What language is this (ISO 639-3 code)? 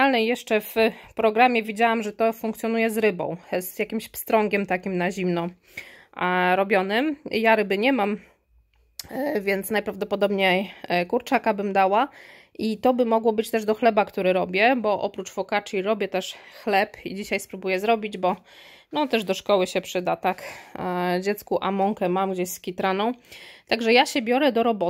pol